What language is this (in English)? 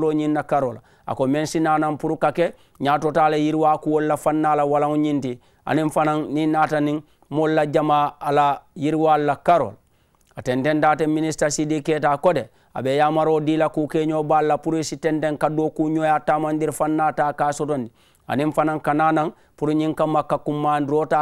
Mandingo